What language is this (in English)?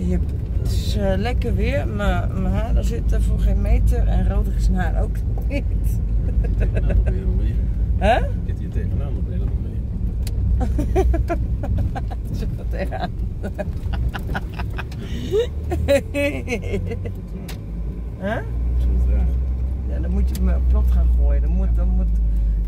Dutch